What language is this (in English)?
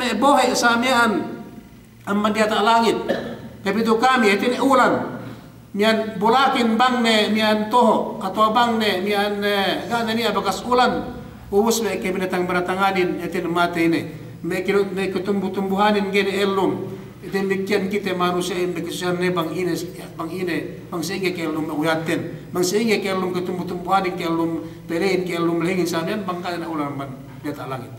Yakan